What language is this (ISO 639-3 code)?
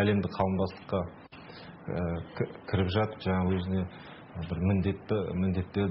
kaz